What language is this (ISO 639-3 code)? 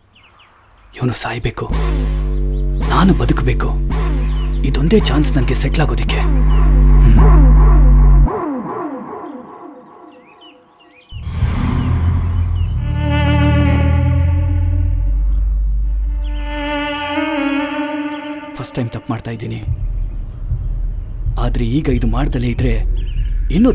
kan